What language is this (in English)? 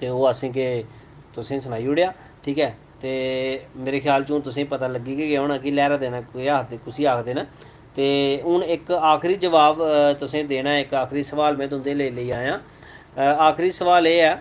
Dogri